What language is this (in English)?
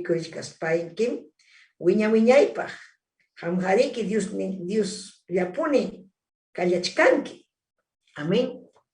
Ayacucho Quechua